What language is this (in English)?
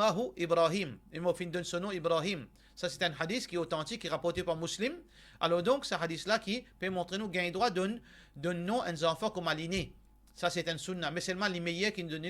Morisyen